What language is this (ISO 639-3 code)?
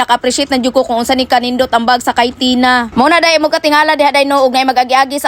ceb